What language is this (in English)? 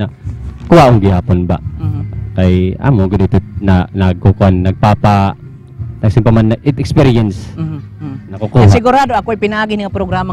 Waray